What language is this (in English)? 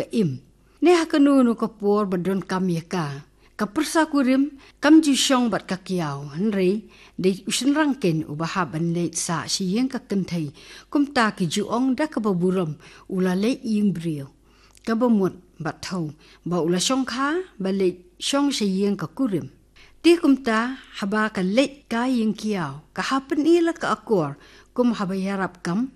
Khasi